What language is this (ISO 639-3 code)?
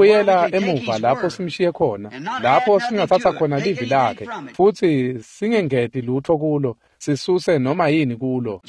ssw